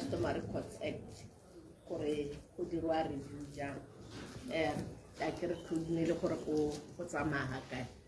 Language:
Tswana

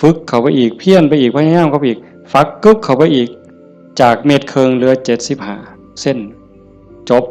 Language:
Northeastern Thai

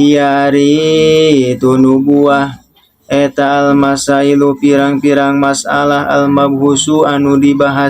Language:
Sundanese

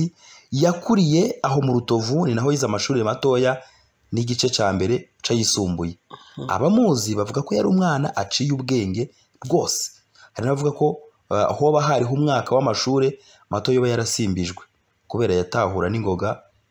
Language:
Rundi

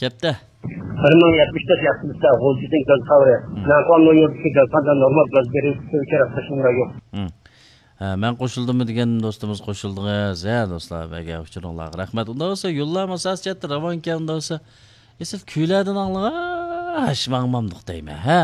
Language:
Uyghur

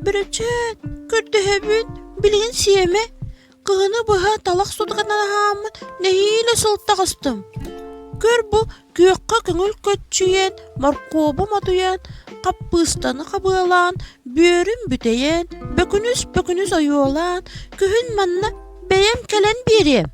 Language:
Yakut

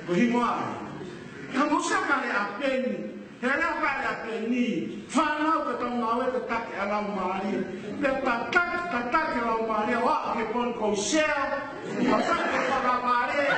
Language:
Tongan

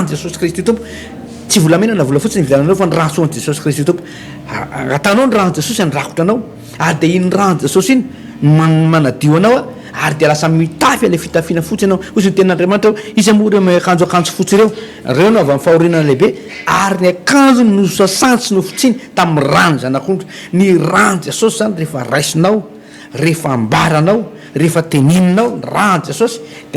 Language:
Malagasy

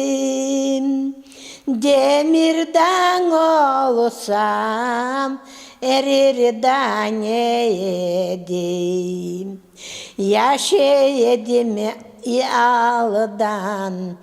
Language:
Crimean Tatar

